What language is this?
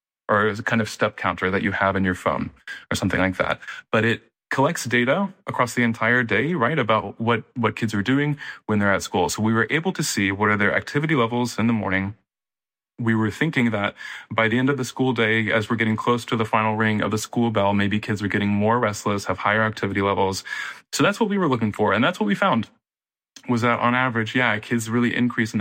English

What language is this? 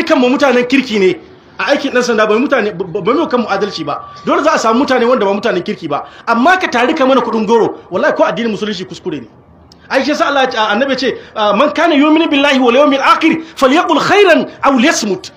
Hausa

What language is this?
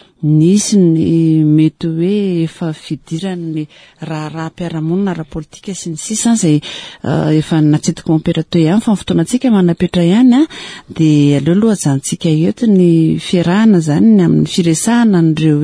Malagasy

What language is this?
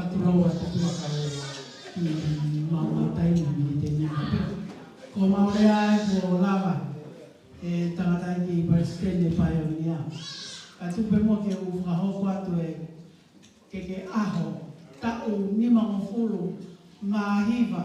Tongan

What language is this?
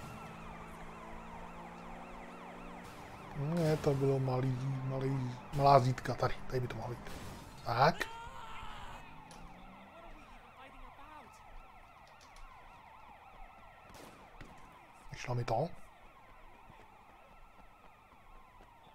Czech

